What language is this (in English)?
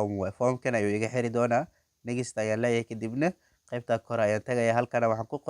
Somali